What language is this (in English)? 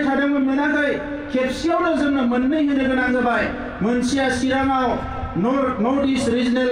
Bodo